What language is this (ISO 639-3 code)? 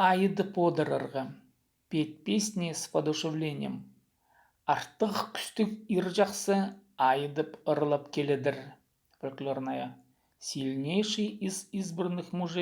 kjh